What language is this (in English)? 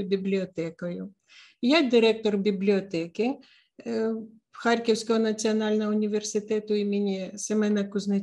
Ukrainian